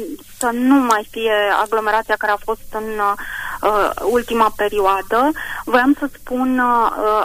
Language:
Romanian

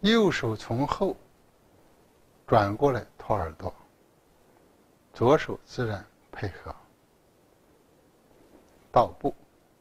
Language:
Chinese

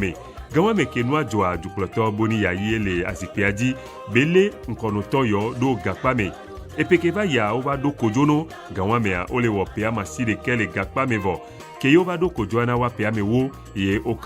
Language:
Ewe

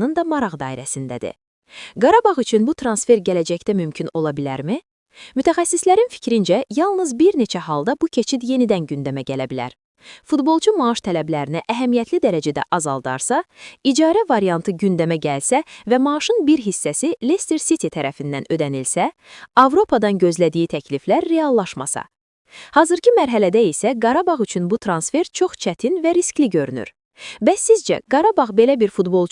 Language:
Azerbaijani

